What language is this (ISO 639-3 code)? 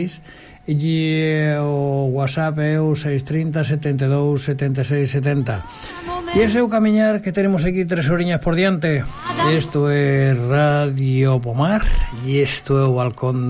glg